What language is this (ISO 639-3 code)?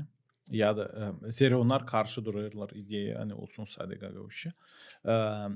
gag